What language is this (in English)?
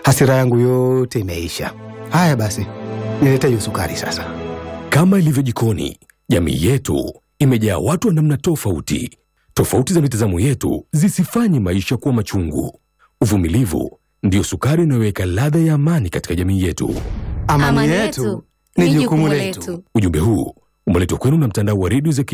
Swahili